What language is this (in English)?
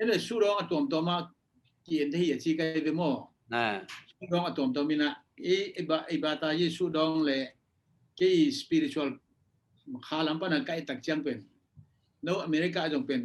Tedim Chin